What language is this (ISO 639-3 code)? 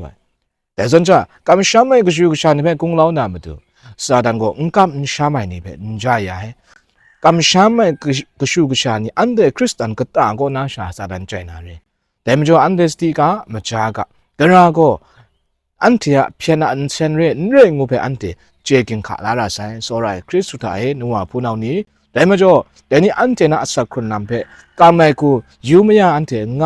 kac